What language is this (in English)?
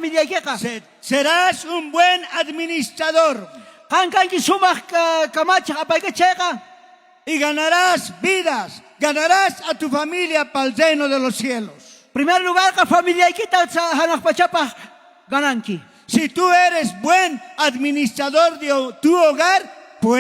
South Bolivian Quechua